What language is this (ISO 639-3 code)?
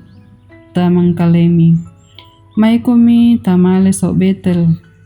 sda